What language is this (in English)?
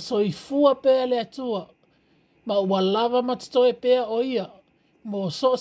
Samoan